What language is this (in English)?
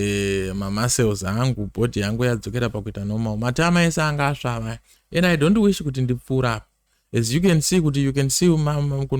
Shona